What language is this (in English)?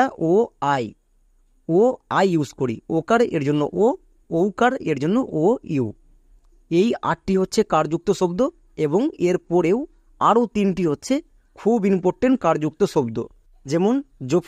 Bangla